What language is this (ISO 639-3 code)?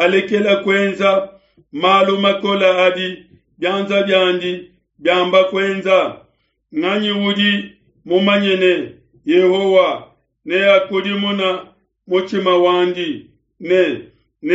lua